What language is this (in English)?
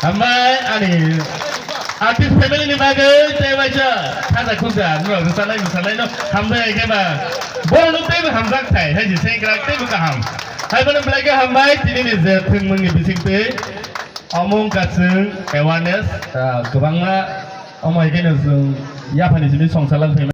Kok Borok